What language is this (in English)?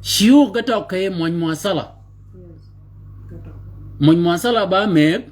Shilluk